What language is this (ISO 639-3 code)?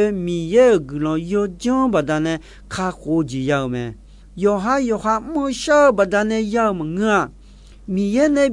ahk